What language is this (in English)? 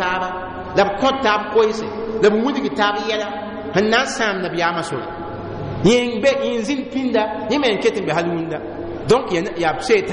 Mossi